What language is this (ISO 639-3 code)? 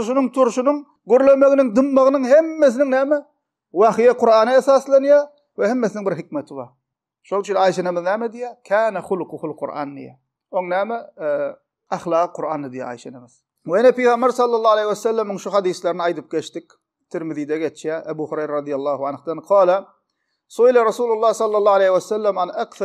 tuk